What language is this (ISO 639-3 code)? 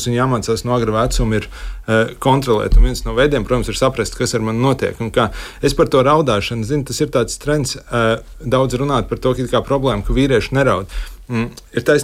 lav